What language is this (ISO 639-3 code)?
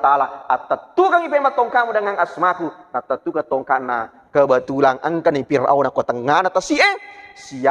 bug